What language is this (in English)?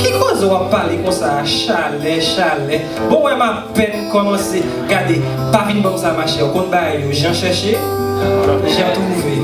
Haitian Creole